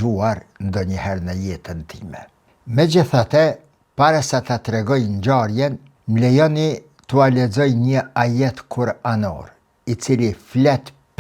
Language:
Albanian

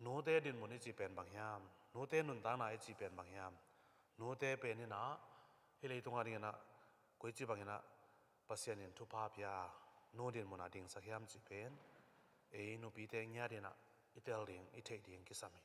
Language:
Tedim Chin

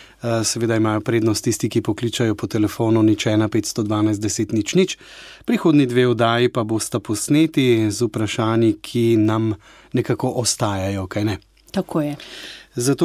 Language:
Slovenian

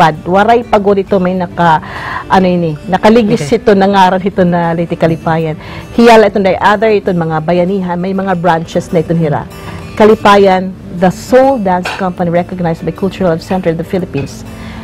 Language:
Waray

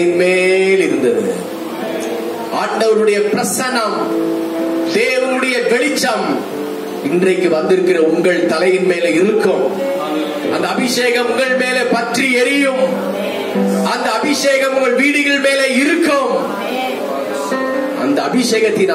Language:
Tamil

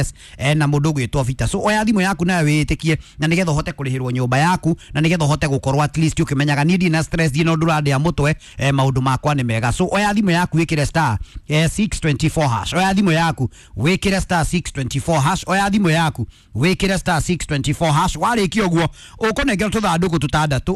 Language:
Kikuyu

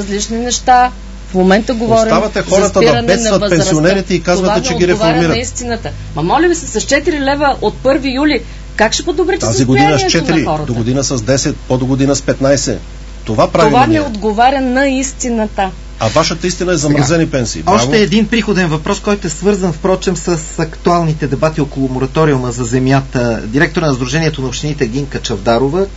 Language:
Bulgarian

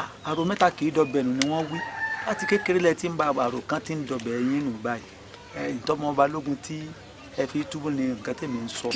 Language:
Yoruba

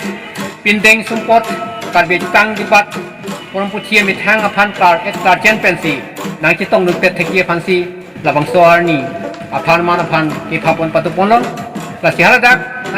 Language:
Karbi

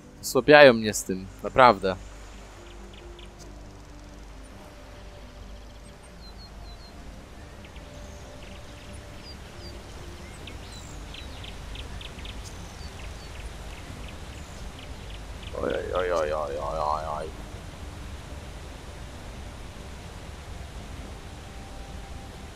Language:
Polish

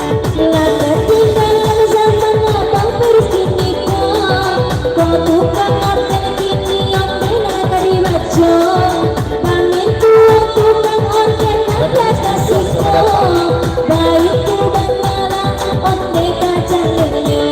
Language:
Minangkabau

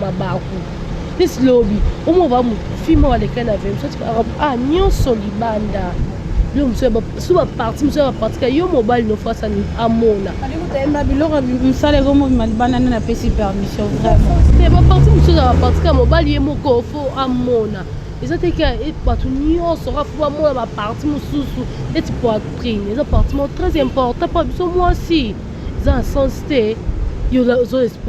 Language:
Lingala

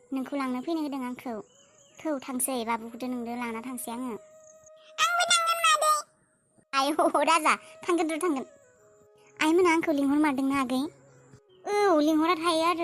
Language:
Bodo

